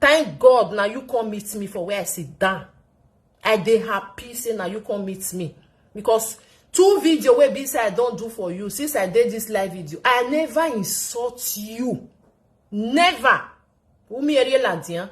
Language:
Nigerian Pidgin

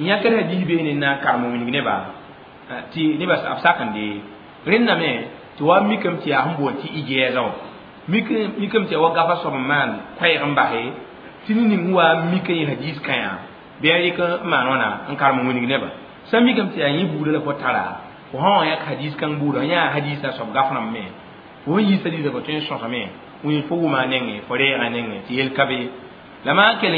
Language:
Mossi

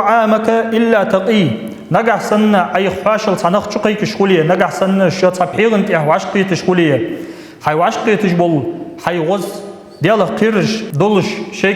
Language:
Ingush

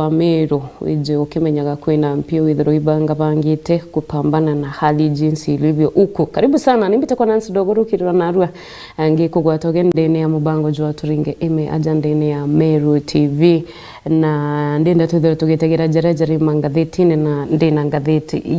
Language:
Meru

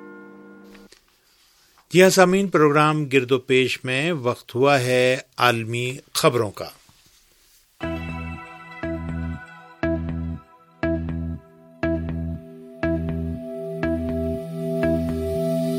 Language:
Urdu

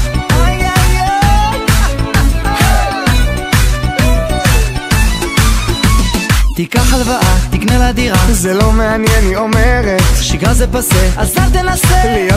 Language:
Hebrew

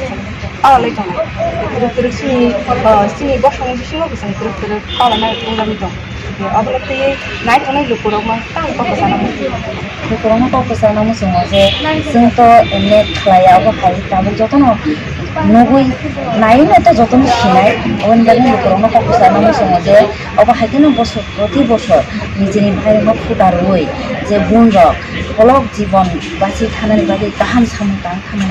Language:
Kok Borok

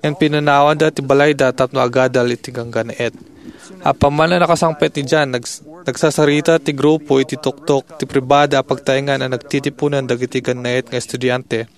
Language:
Iloko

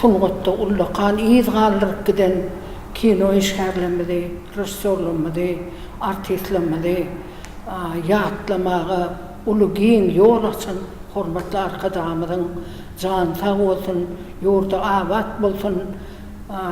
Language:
Turkmen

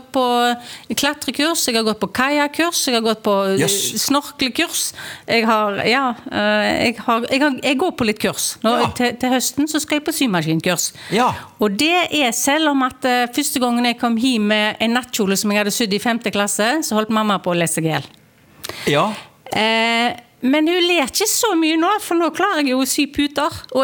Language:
Norwegian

